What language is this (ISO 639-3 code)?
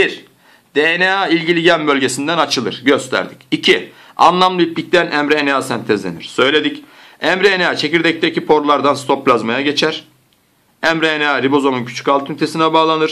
tur